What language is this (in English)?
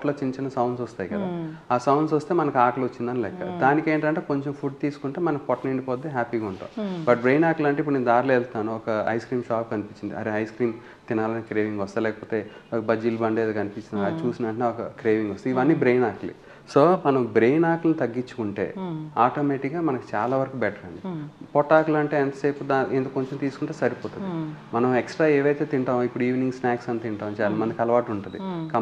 Telugu